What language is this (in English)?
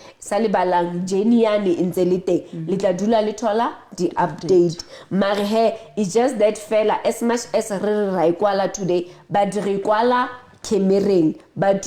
Southern Sotho